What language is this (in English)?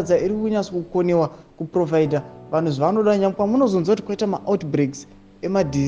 Shona